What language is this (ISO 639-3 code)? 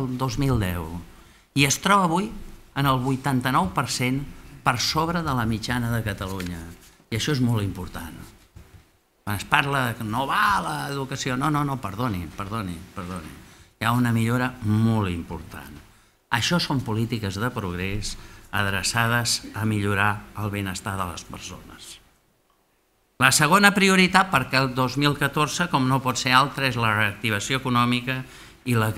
cat